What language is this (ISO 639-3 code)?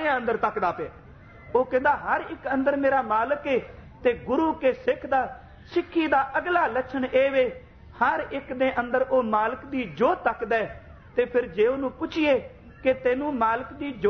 pan